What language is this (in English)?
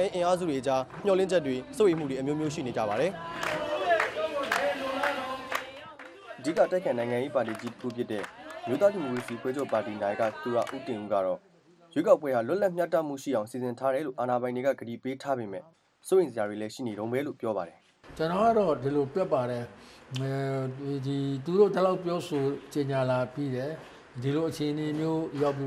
Burmese